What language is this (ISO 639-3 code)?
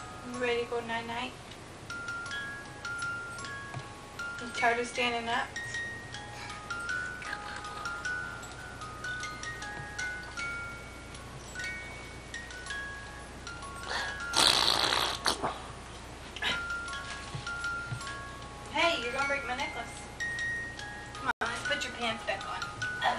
eng